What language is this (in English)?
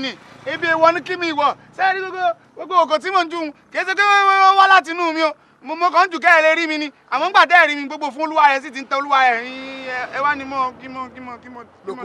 Yoruba